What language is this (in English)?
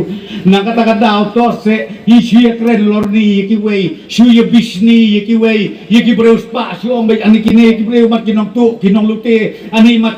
Khasi